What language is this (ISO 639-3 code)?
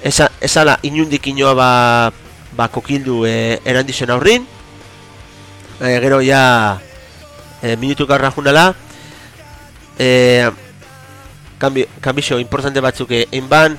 eus